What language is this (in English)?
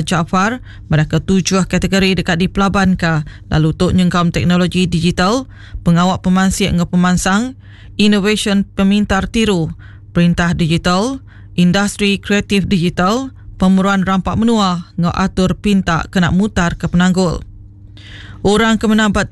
Iban